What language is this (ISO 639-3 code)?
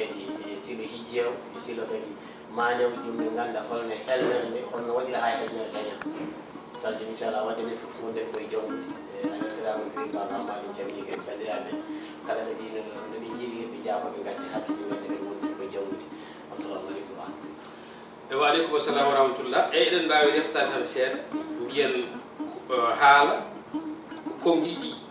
ful